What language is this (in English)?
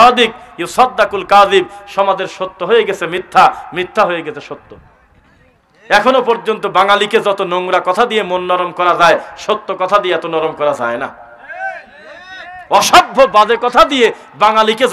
Bangla